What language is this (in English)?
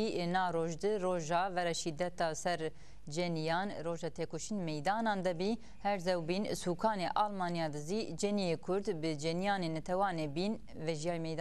Zaza